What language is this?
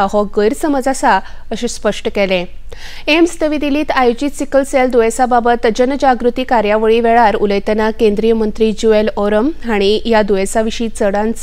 Konkani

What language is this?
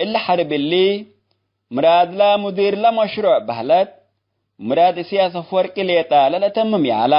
Tigre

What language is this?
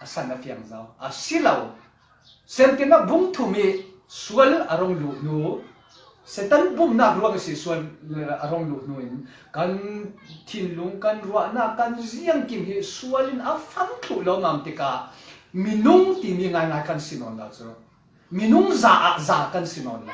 Falam Chin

